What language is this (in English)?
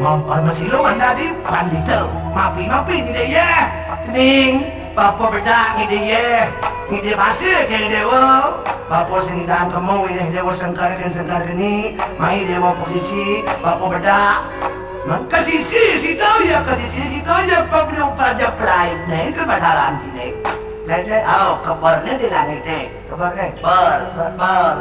Balinese